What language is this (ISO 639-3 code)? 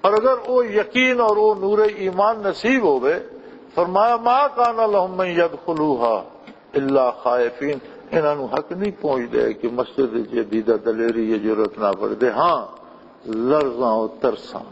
lah